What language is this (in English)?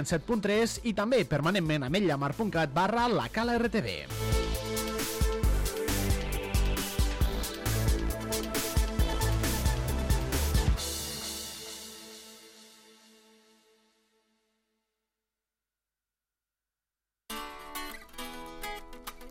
Catalan